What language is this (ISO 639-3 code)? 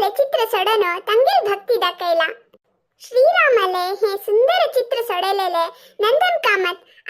kok